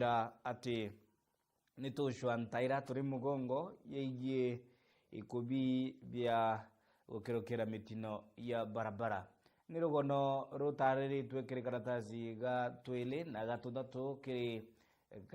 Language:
Meru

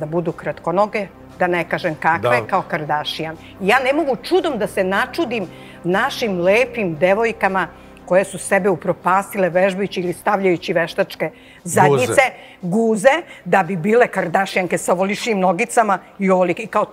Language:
Serbian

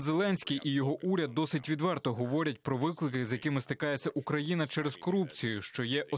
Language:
Ukrainian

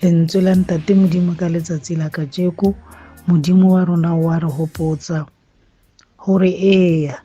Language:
Tswana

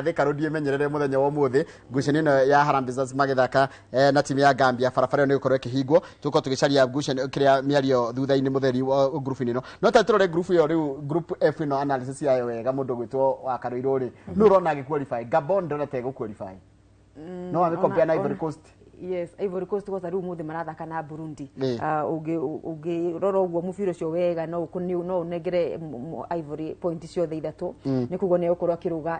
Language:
Kikuyu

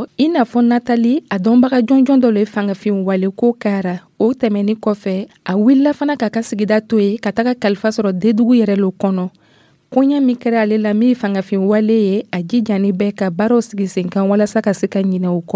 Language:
Dyula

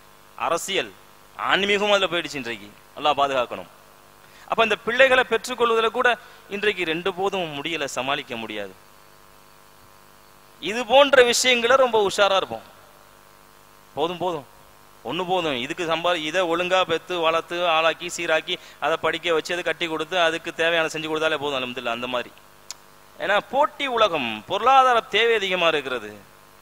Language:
Tamil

